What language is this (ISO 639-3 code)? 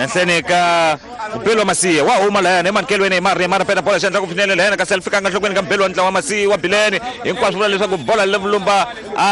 tso